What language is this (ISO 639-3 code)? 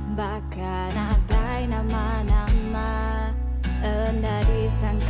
iba